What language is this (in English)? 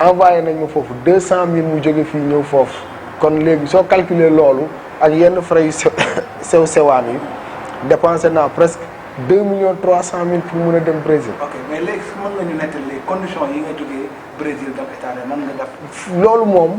Wolof